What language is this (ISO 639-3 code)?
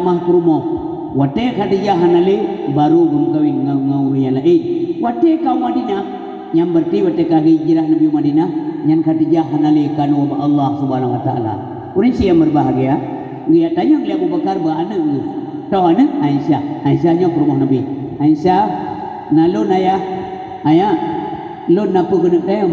ace